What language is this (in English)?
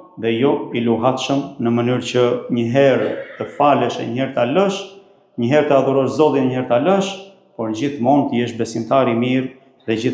Albanian